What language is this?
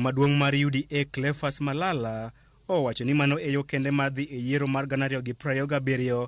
Luo (Kenya and Tanzania)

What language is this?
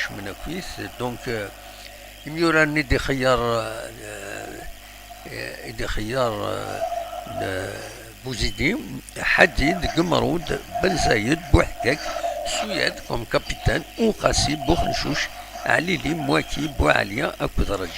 Kabyle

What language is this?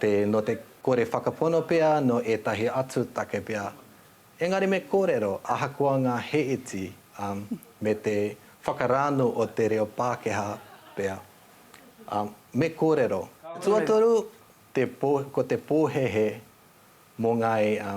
Māori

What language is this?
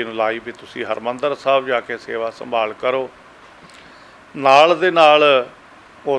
Punjabi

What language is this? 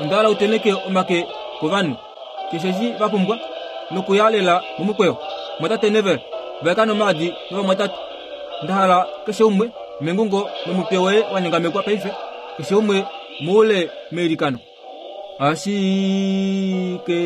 Kuanyama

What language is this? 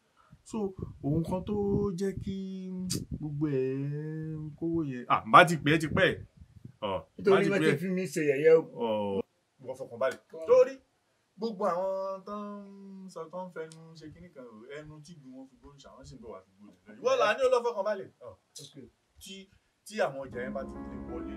Yoruba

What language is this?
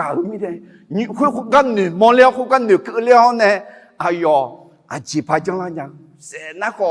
Akha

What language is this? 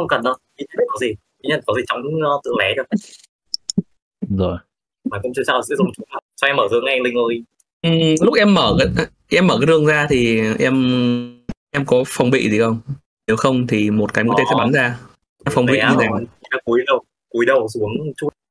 Vietnamese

